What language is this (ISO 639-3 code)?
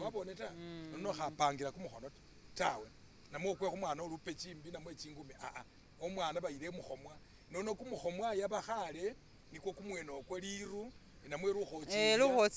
myx